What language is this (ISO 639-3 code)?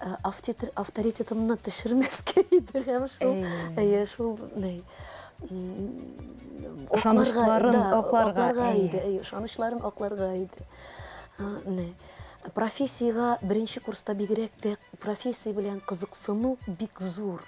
tat